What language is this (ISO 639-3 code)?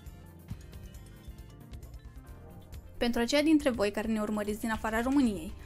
ron